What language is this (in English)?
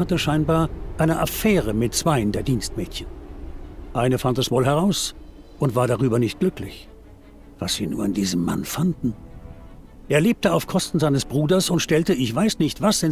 Bavarian